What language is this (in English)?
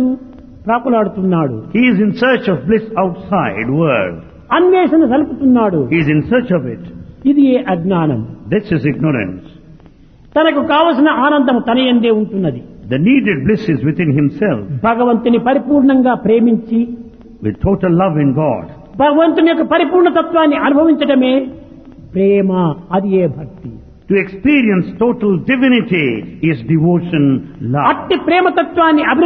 Telugu